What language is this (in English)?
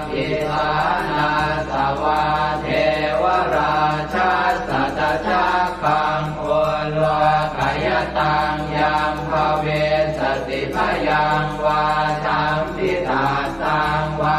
Pali